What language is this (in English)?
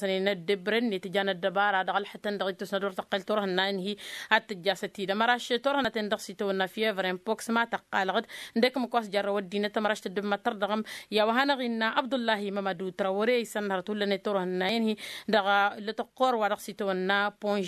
Tamasheq